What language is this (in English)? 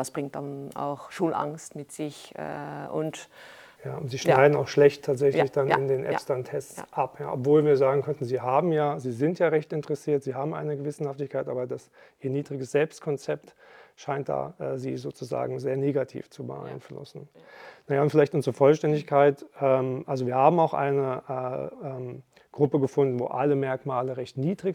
Luxembourgish